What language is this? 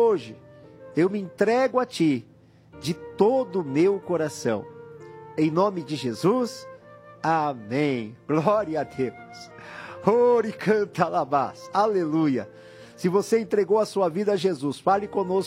Portuguese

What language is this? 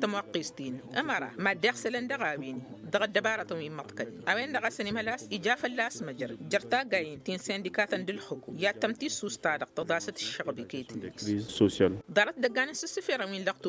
Tamasheq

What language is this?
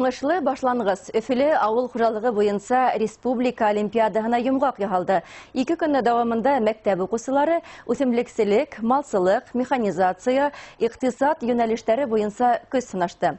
Bashkir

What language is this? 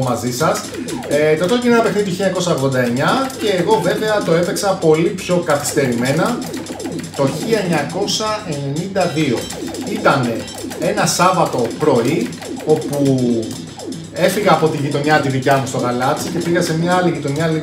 Greek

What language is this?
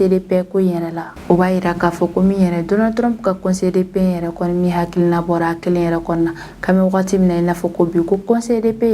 Bambara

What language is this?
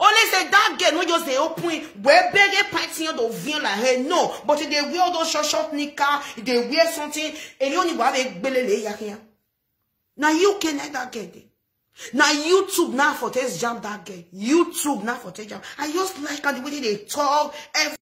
Nigerian Pidgin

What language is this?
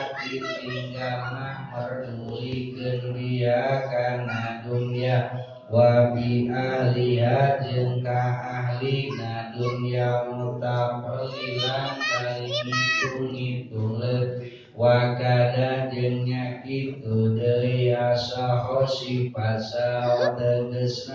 Sundanese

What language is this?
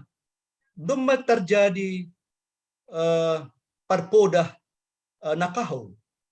Batak Simalungun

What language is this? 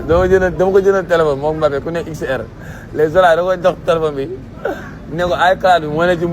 Wolof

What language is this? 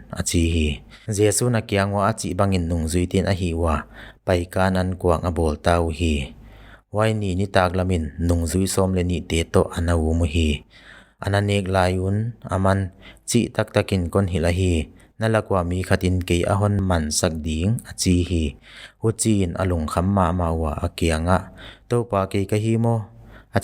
Paite Chin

